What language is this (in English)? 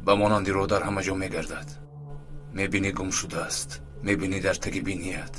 Tajik